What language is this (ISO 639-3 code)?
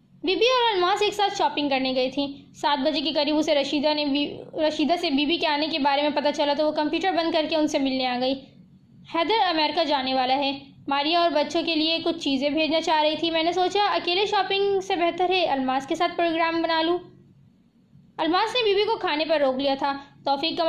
urd